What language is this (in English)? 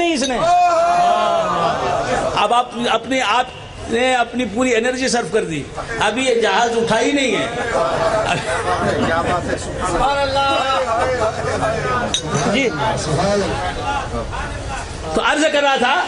Urdu